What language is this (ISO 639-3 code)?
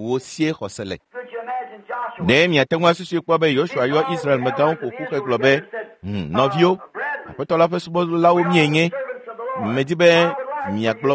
ewe